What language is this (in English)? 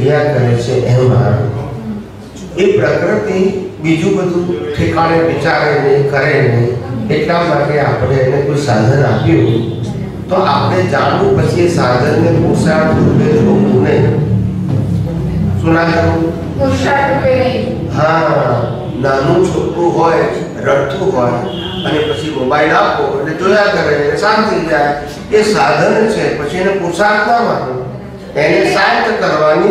Gujarati